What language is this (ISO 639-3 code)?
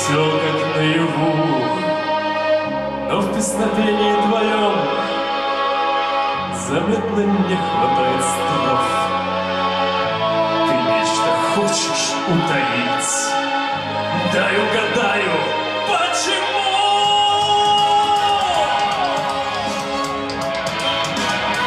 rus